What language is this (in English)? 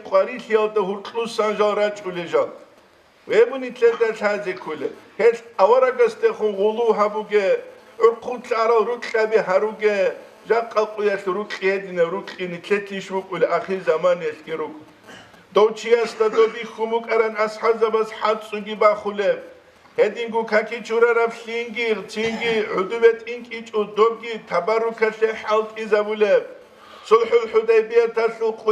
Avaric